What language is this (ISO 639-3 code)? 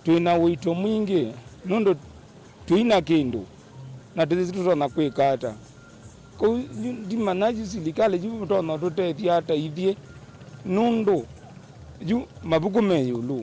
kam